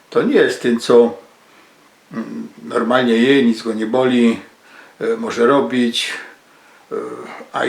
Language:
Silesian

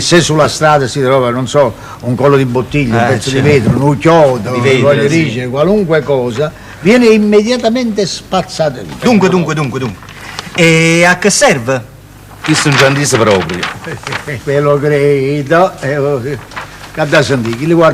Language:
Neapolitan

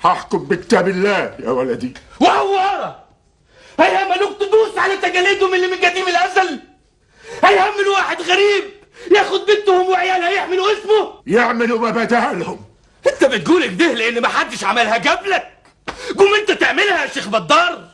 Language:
Egyptian Arabic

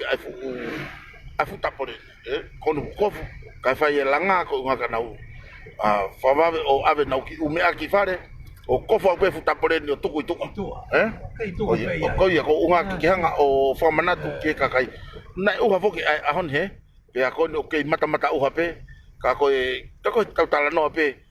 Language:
Tongan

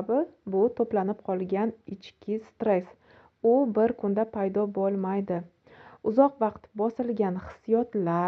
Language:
Uzbek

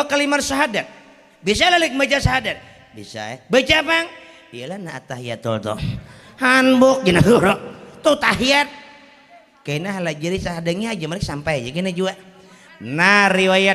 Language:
Banjar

